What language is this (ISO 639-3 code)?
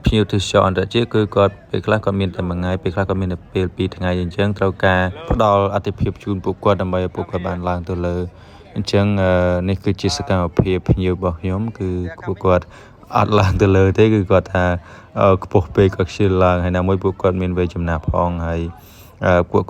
khm